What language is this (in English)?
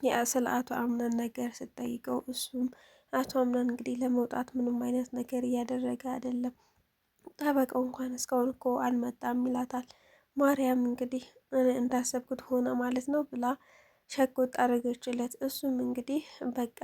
Amharic